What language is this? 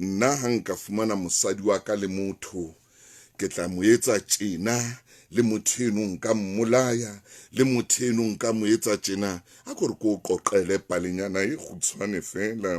Southern Sotho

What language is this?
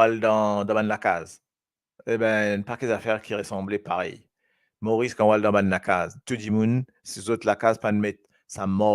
Morisyen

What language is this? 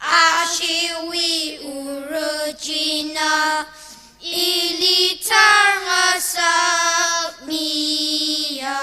Tangkhul Naga (India)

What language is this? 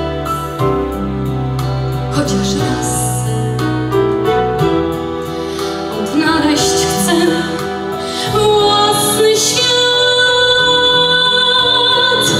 Polish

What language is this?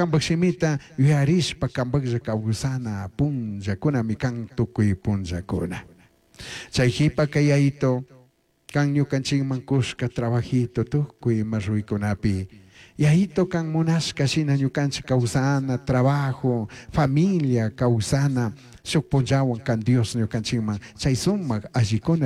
Chimborazo Highland Quichua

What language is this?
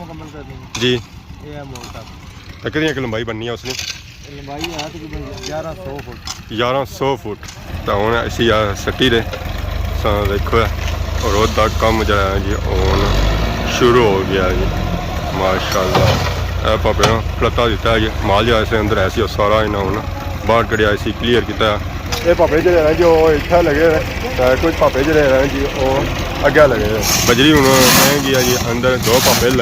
Pahari-Potwari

